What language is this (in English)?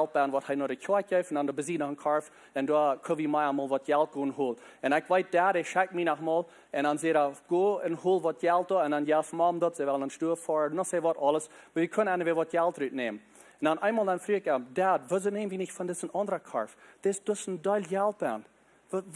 Plautdietsch